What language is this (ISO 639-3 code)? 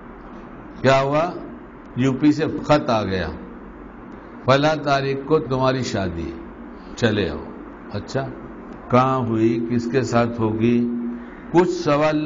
urd